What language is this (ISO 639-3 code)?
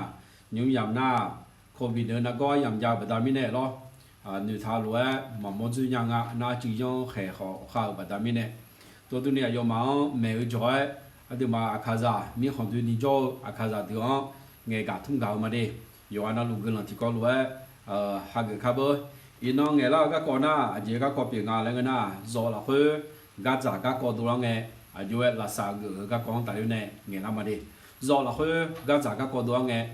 ahk